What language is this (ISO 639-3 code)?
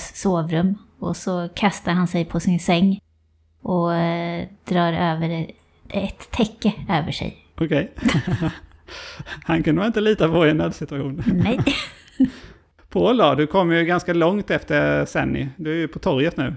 swe